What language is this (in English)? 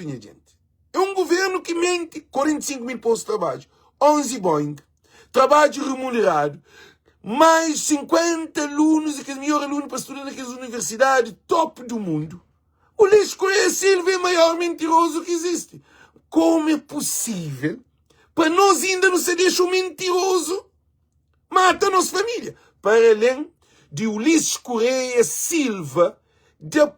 Kabuverdianu